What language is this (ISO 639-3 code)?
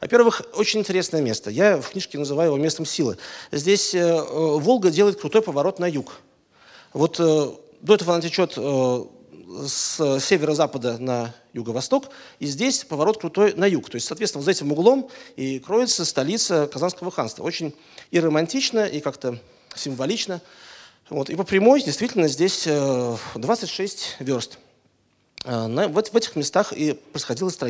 rus